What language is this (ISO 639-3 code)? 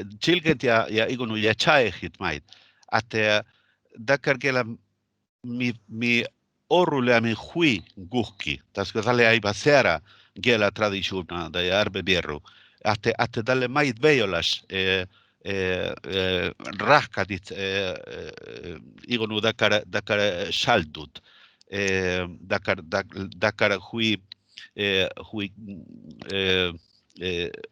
sme